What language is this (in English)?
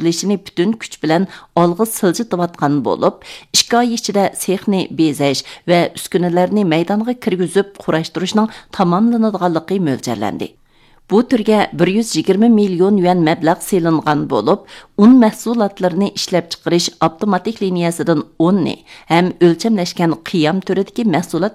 Uyghur